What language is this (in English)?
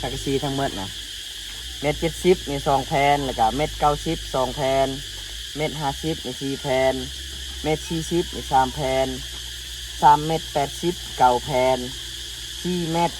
Lao